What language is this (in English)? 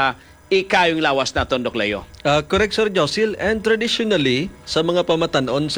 Hiligaynon